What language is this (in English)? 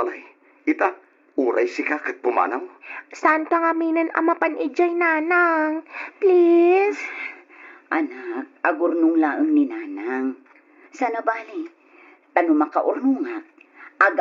Iloko